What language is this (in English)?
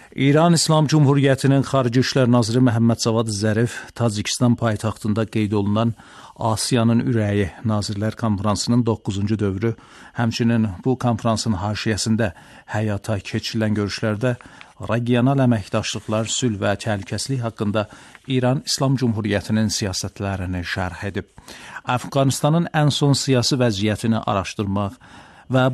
Azerbaijani